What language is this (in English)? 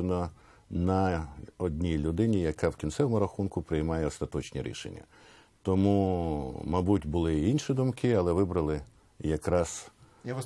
Ukrainian